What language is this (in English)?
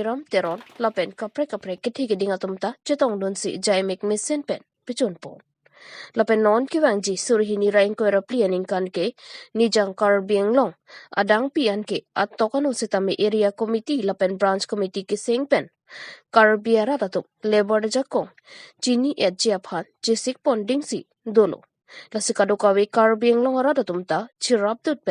Karbi